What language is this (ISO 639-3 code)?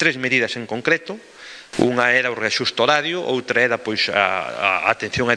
glg